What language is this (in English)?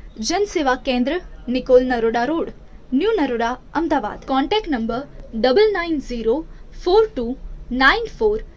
Gujarati